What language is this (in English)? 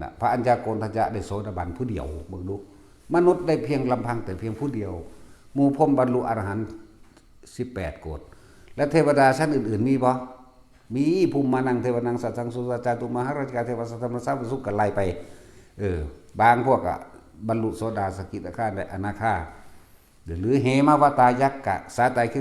Northeastern Thai